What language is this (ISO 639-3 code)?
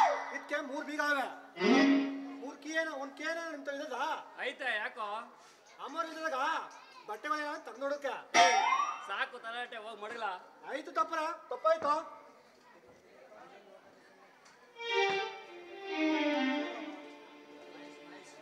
kan